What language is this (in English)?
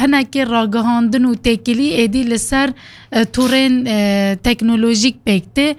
Kurdish